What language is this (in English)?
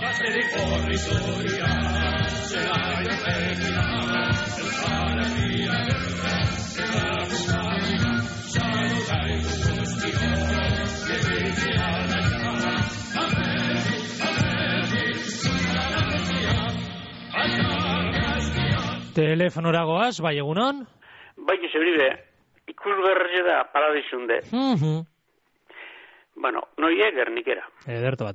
Basque